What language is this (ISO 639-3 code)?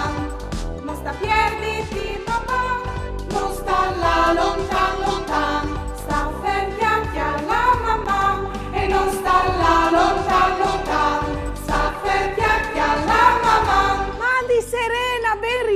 fur